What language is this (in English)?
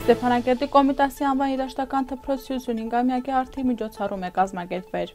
Armenian